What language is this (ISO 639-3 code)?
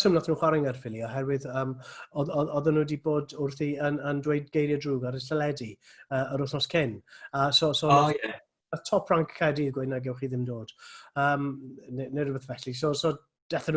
cym